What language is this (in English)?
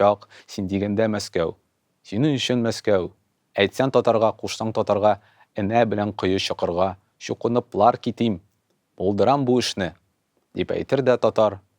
Tatar